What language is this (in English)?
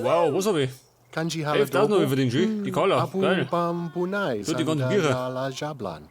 Bavarian